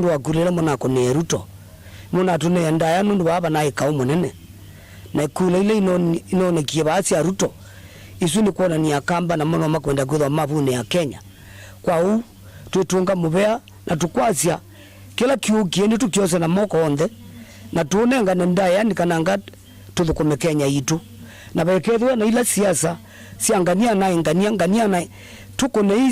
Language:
Kamba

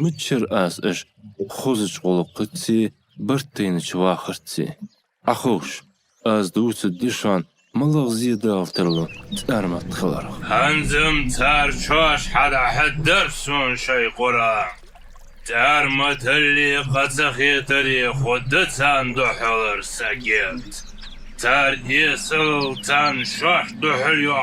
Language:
Ingush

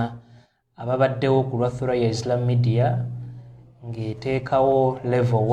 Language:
Ganda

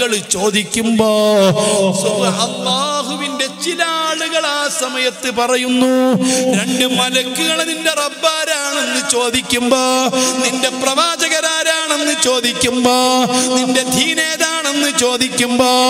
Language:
Malayalam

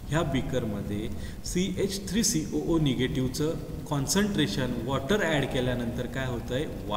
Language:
Marathi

